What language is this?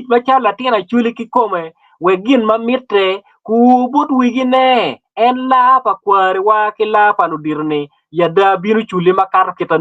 Acoli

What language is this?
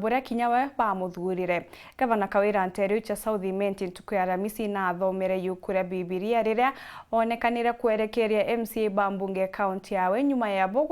Meru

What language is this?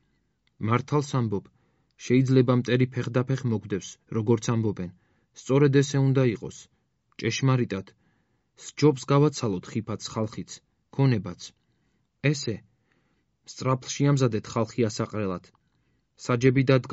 Georgian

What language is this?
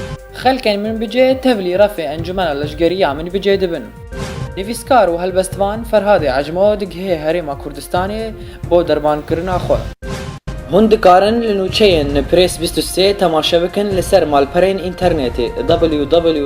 Kurdish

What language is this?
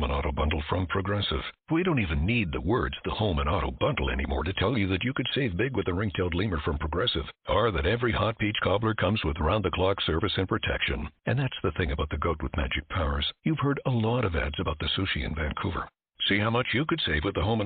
English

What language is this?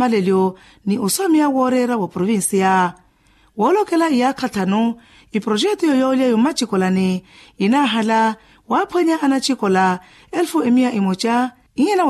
Makhuwa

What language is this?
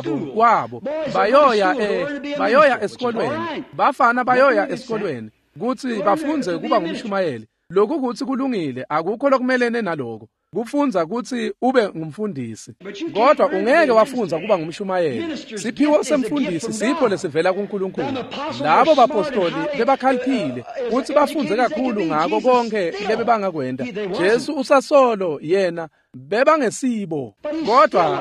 Swati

